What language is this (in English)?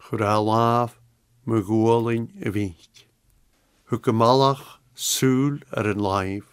Scottish Gaelic